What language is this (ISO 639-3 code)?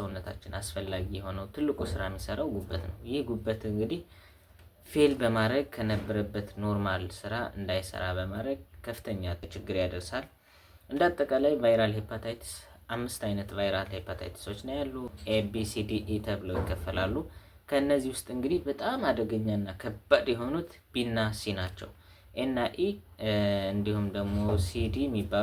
amh